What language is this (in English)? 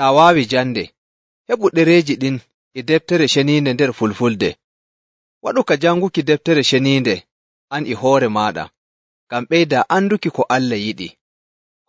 Nigerian Fulfulde